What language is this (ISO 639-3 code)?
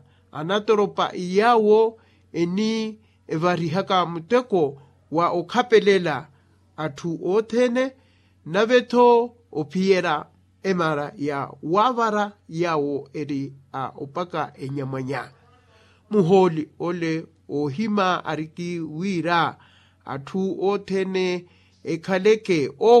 vmw